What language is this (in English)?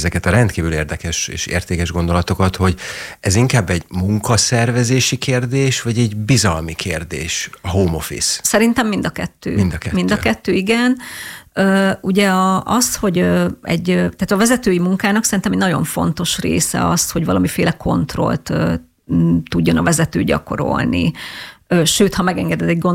Hungarian